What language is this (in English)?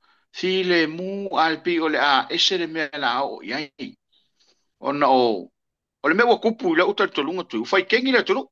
Samoan